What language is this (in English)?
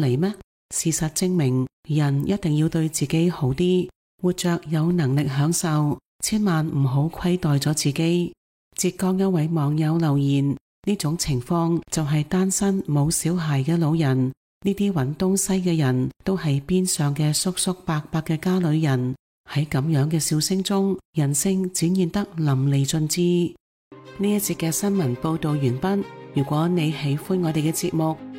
Cantonese